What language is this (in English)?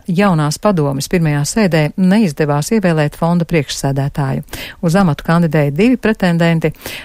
Latvian